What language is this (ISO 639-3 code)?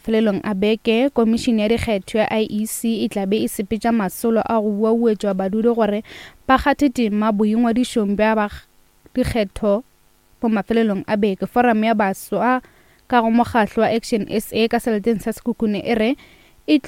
nso